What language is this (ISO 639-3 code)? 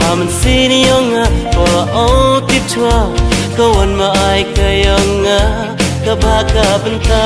kha